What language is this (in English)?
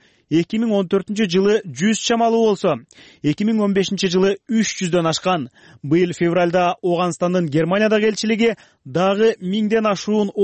Kyrgyz